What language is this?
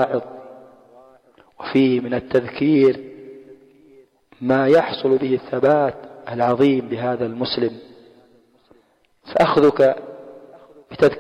Arabic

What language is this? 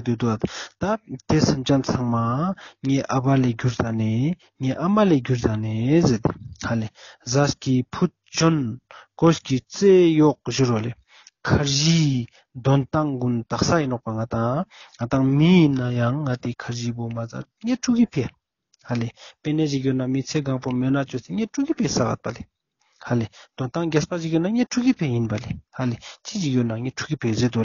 Ladakhi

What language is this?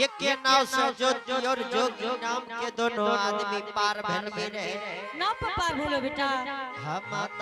Angika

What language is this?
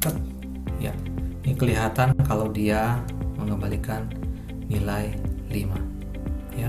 Ambonese Malay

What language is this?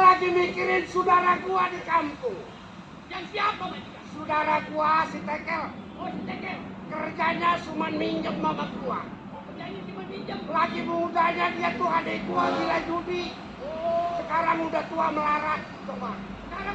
Betawi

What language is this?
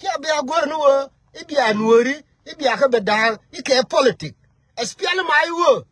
Nuer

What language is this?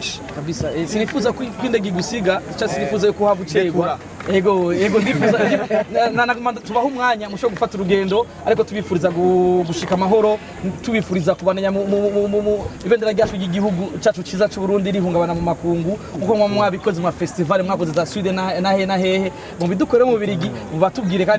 Rundi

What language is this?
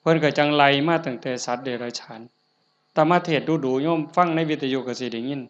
Lao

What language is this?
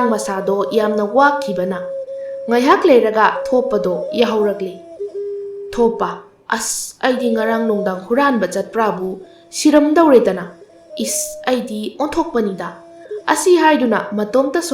Manipuri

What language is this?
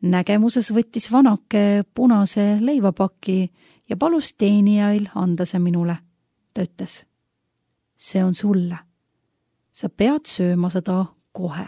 Estonian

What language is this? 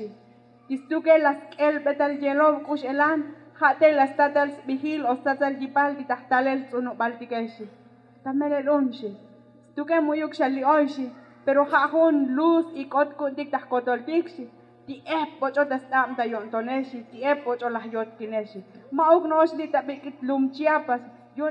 Tzotzil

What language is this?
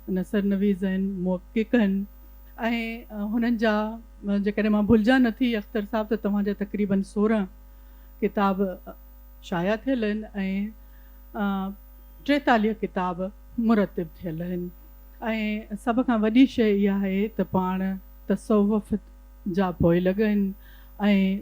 Sindhi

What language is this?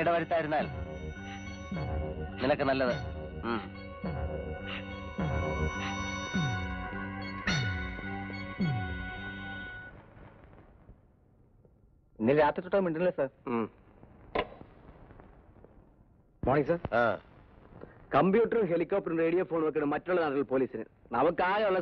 Malayalam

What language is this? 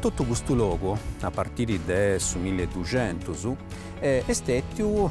Sardinian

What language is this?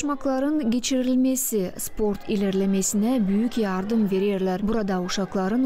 Gagauz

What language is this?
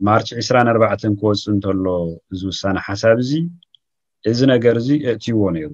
Tigrinya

